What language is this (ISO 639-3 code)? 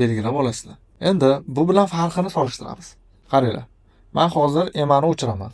uzb